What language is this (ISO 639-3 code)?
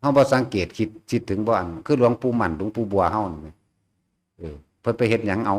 tts